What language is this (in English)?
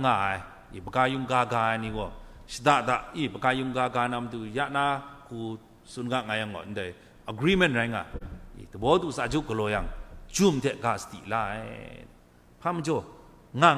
Kachin